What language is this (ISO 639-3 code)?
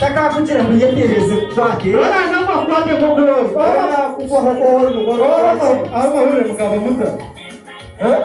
nyn